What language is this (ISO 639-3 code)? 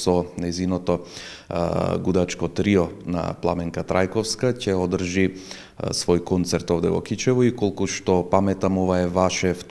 mkd